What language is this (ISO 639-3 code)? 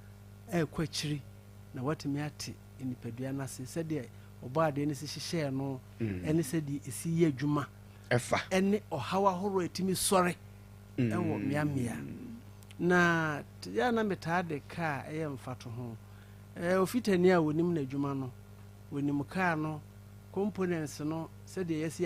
aka